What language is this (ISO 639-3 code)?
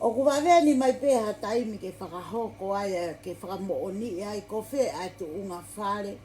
ton